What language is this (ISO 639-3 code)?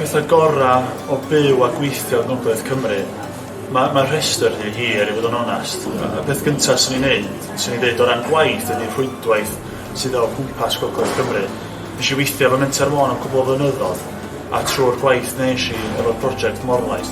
cym